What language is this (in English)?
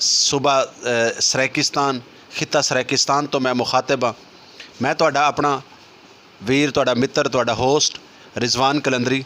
Saraiki